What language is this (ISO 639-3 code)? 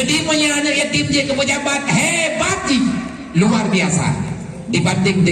ace